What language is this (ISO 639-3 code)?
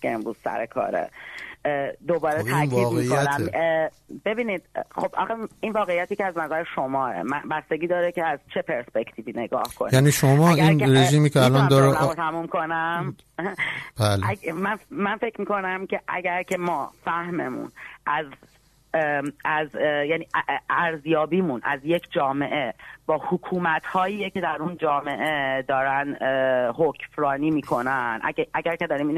fas